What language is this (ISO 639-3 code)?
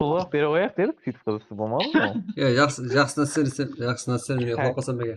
kaa